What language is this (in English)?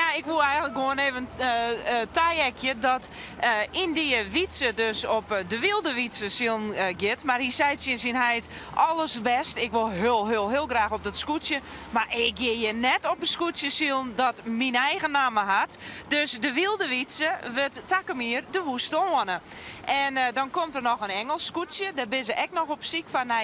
Western Frisian